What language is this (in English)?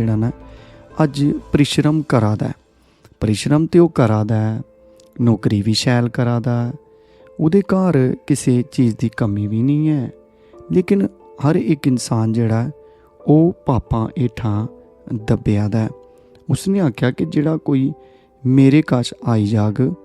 Dogri